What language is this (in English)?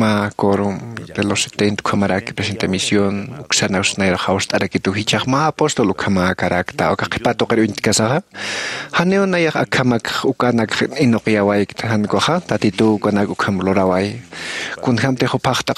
Aymara